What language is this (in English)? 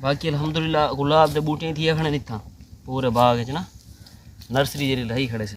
Saraiki